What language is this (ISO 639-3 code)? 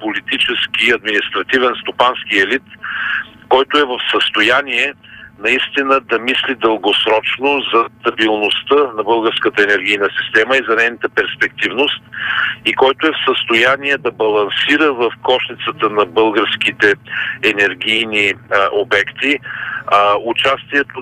bul